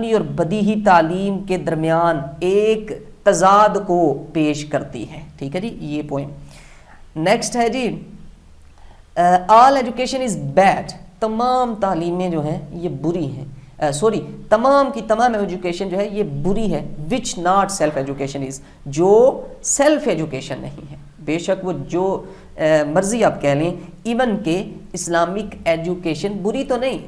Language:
Urdu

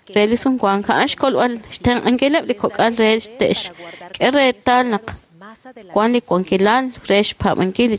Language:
Kekchí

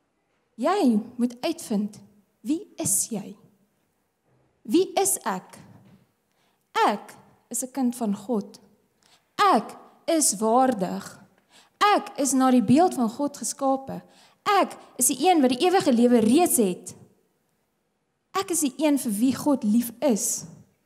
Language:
Afrikaans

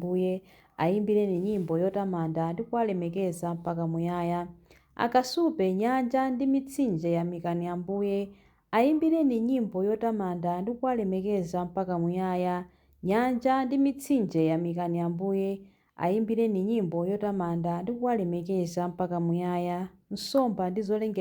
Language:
Nyanja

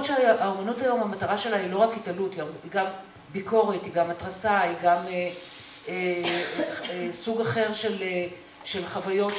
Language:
Hebrew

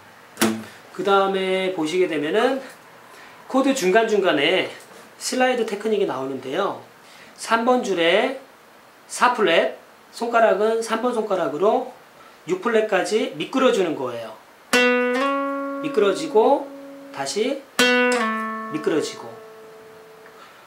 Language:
Korean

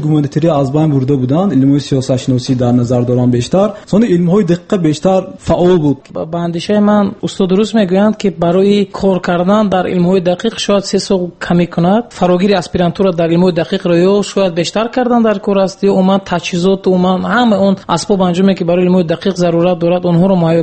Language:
Tajik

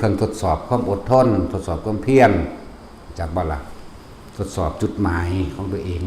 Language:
Lao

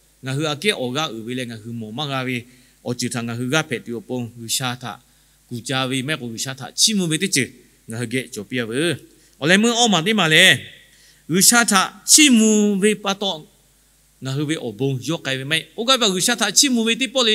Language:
Lahu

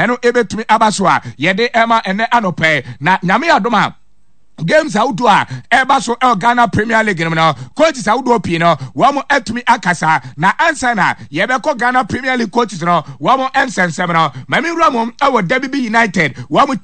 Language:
Akan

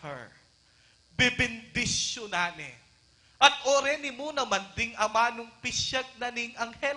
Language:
Pampanga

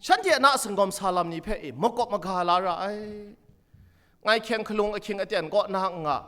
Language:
Kachin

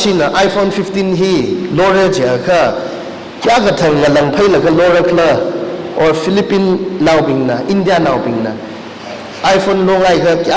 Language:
Tangkhul Naga (India)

